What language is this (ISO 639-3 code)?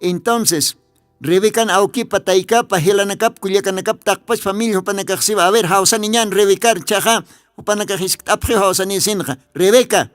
aym